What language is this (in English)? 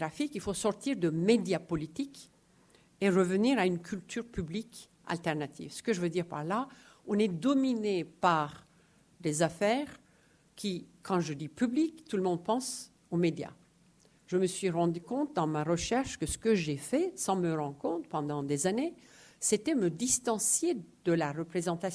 French